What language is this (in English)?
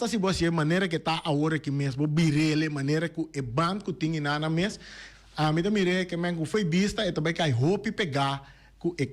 Papiamento